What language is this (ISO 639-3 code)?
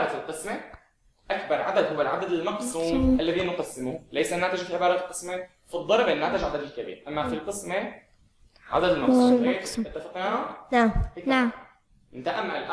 ara